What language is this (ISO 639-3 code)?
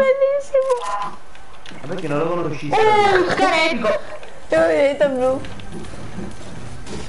ita